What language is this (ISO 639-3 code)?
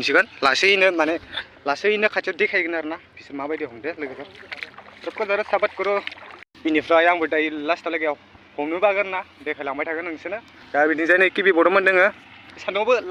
brx